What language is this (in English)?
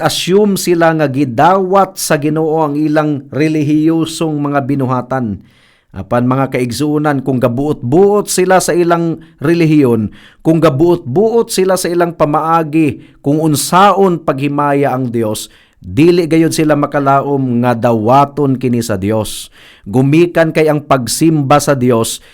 Cebuano